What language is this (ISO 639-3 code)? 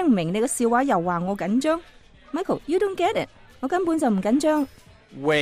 yue